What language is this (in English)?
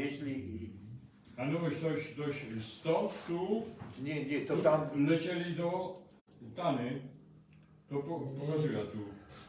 Silesian